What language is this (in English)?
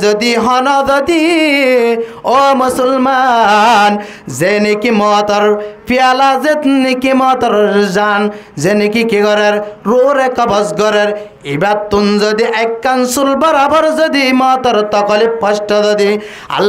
Rohingya